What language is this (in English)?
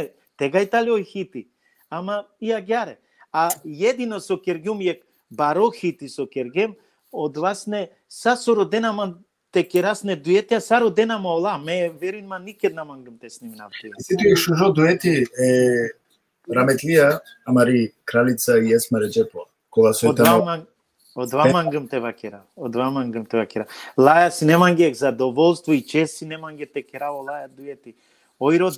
Balkan Romani